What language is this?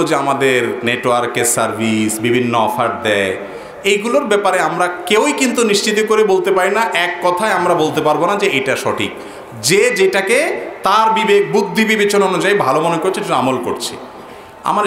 Bangla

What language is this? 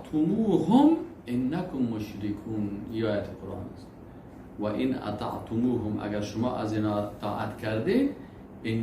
Persian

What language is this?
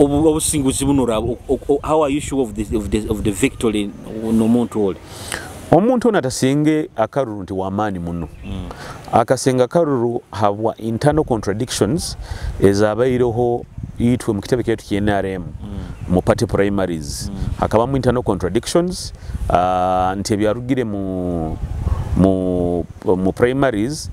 Nyoro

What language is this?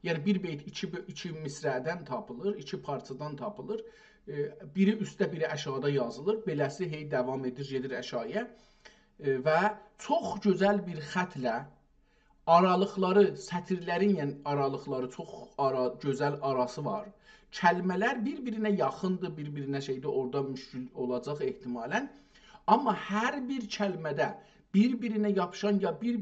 South Azerbaijani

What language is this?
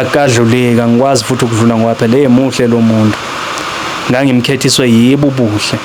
Zulu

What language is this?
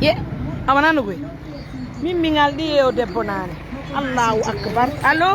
Pular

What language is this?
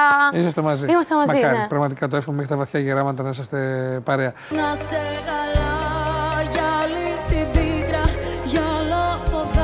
Greek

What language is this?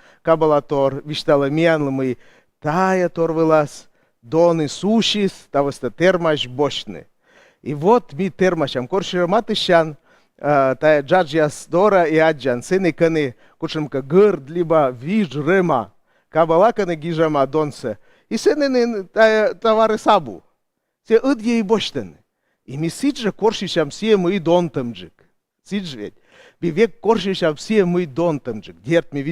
Komi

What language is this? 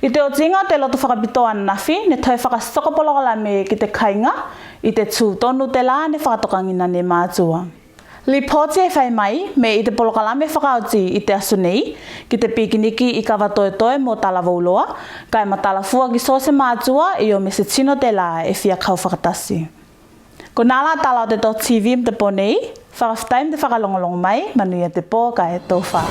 Tuvalu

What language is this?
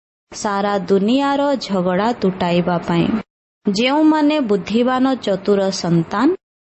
Odia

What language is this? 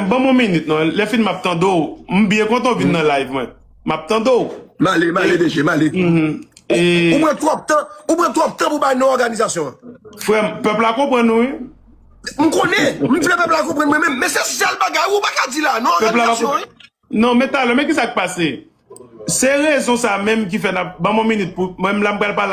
Haitian Creole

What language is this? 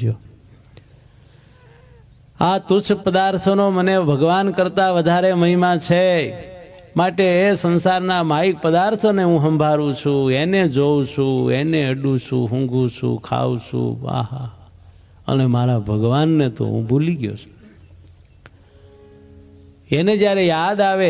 Gujarati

